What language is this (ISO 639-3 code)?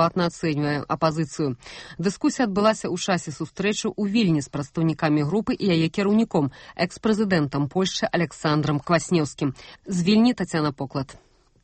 bel